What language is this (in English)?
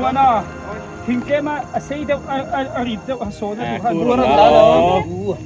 Biete